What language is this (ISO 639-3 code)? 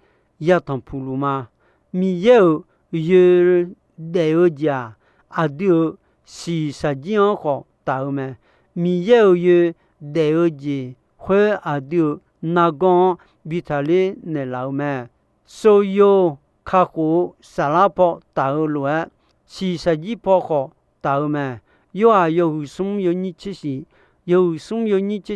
ahk